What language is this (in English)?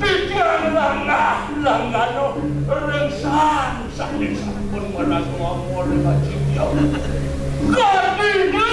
Balinese